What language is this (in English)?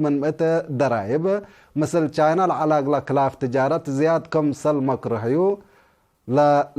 Tigre